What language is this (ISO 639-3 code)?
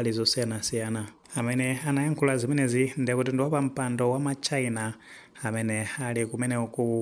nya